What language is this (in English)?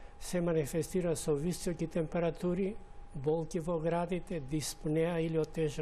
Macedonian